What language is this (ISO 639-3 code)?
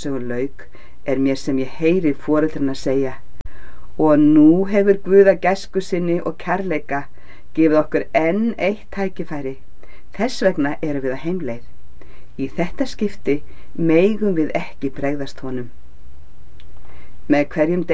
isl